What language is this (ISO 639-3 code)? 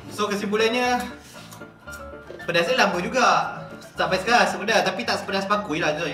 msa